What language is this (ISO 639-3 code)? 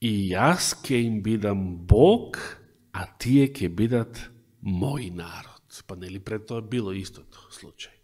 mkd